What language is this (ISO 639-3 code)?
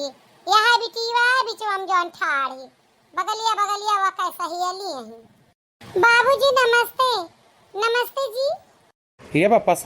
awa